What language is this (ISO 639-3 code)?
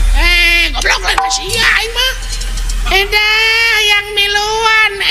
sun